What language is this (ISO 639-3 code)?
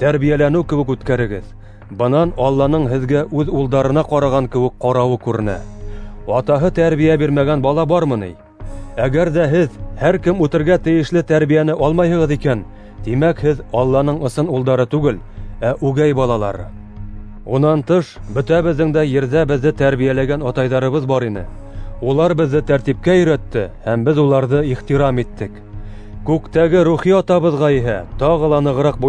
bak